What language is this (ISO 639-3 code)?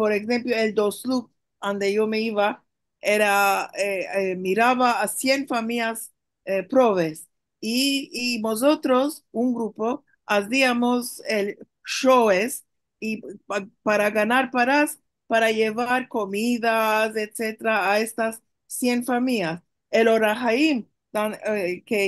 lad